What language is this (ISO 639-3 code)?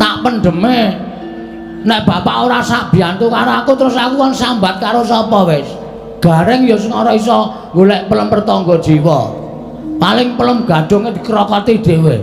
jav